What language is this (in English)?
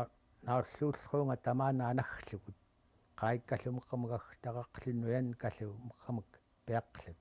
Central Yupik